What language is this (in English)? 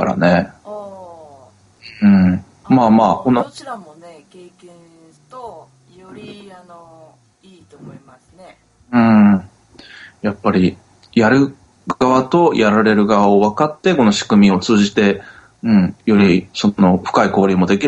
Japanese